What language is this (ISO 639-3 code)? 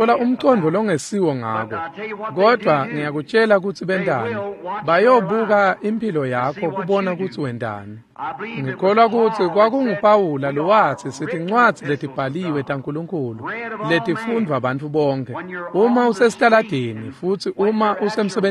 ssw